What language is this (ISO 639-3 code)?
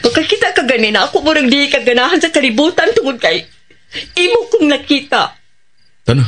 ceb